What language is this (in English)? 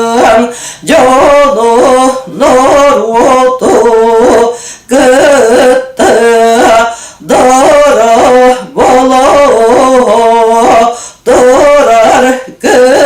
Yakut